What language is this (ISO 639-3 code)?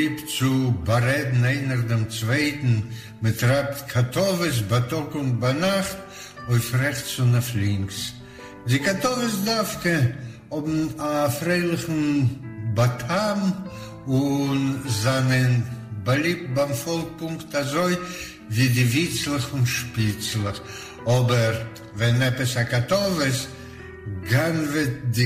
yid